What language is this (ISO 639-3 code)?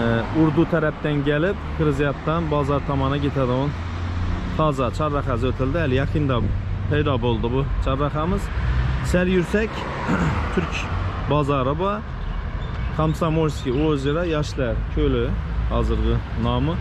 uzb